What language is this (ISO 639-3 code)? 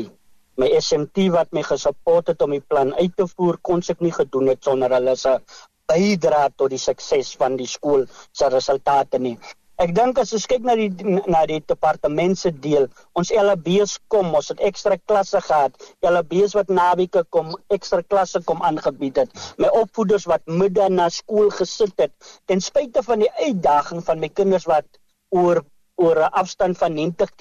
afr